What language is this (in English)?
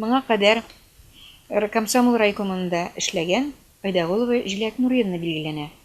Tatar